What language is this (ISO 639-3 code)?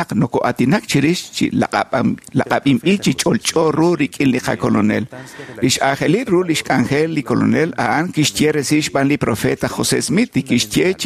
kek